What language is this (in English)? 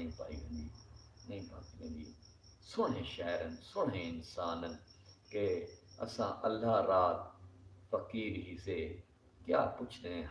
Saraiki